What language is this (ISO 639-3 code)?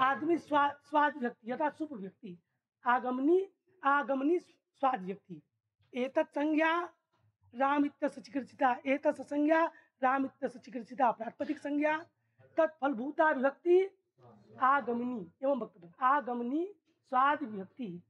san